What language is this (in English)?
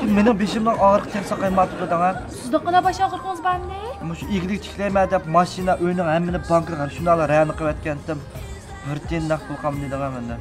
Uyghur